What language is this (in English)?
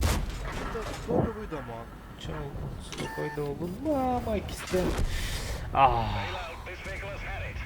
Yakut